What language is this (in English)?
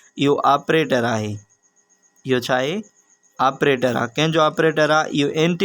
Sindhi